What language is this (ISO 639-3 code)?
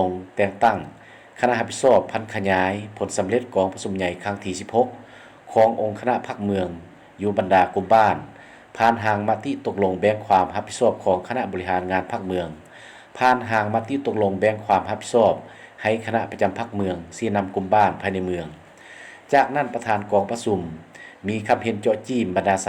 lao